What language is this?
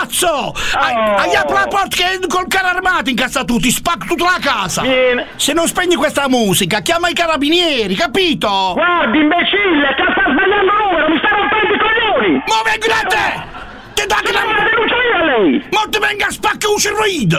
Italian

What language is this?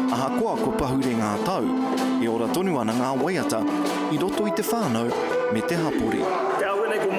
Māori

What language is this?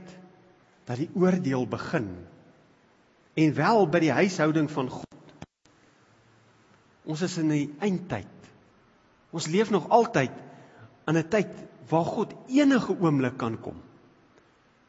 Afrikaans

